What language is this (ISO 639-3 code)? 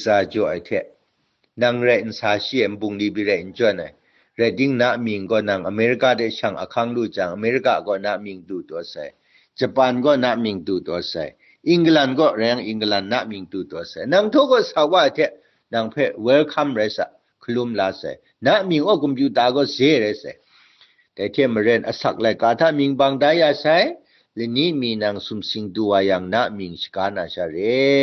kac